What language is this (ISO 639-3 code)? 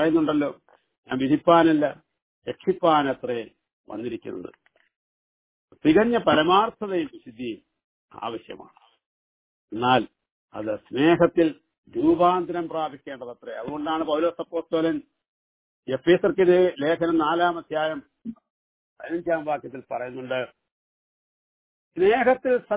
mal